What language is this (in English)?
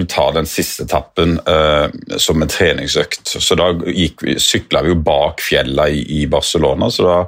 Norwegian